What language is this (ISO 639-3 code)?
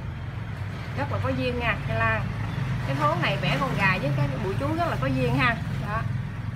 vie